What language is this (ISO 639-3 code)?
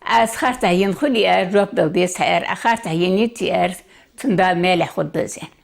inh